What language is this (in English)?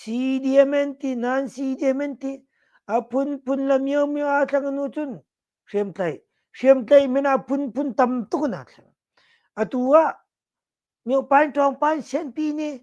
Hakha Chin